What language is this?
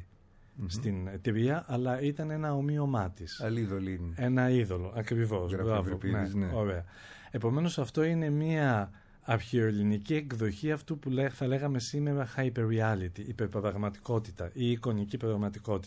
Greek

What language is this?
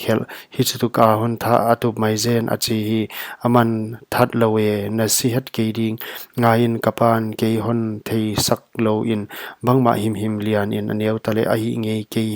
Paite Chin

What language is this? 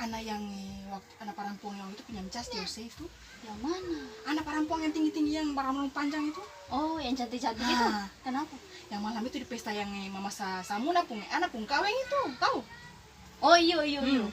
Ambonese Malay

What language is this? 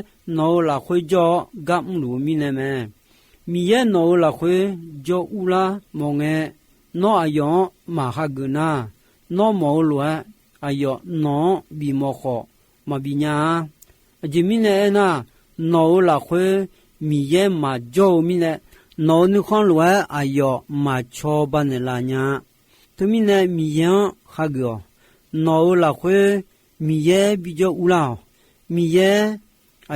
Akha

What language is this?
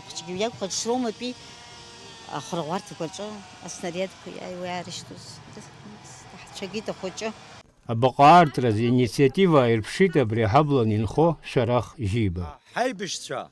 Abkhazian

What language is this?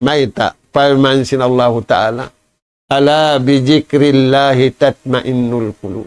Tausug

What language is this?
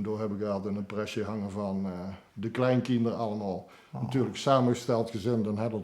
Limburgish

